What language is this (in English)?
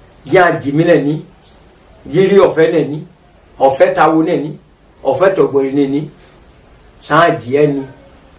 Yoruba